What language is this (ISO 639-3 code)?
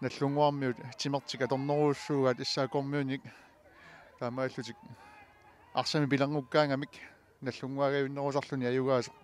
kal